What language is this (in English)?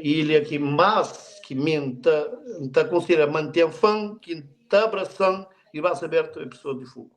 Kabuverdianu